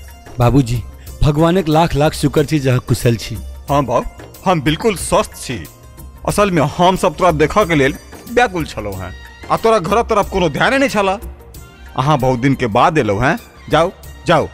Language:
Maithili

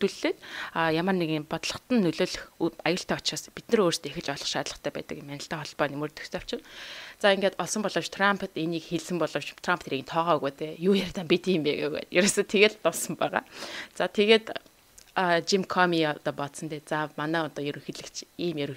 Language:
Mongolian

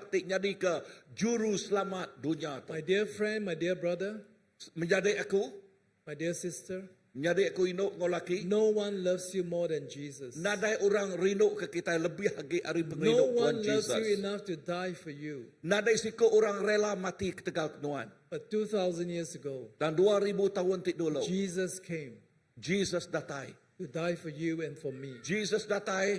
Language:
Iban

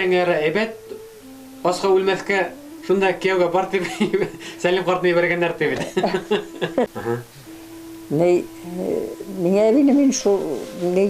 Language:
Bashkir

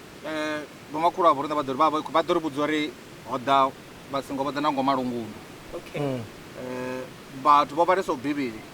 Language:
Venda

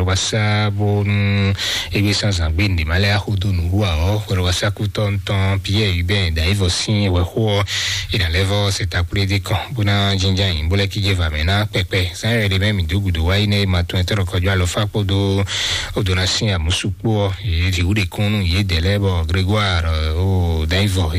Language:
Fon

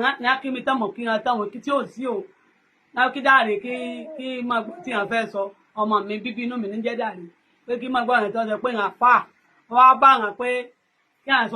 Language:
Yoruba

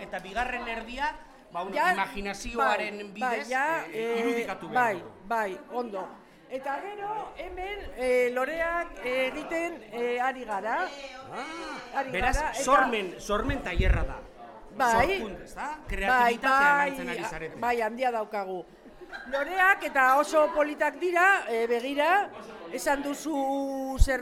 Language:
Basque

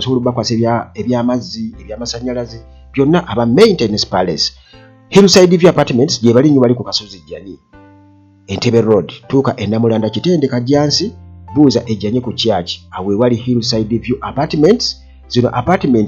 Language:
Ganda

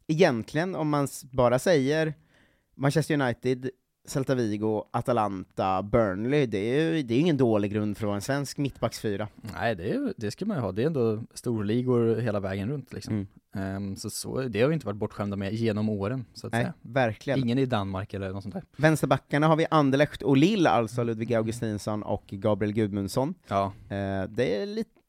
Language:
Swedish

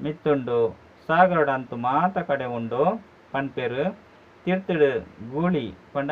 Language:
Tulu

